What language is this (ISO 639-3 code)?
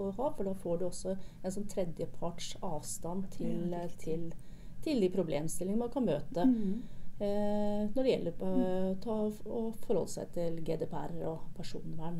nor